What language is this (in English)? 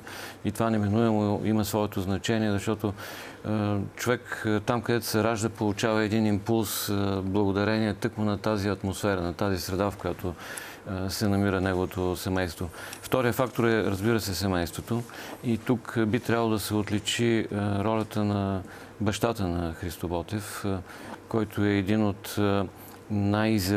Bulgarian